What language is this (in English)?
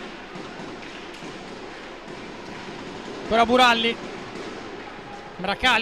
Italian